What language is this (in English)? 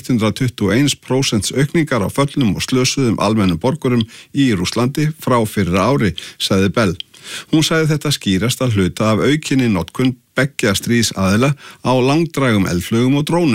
Icelandic